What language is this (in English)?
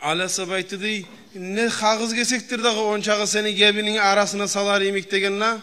Kumyk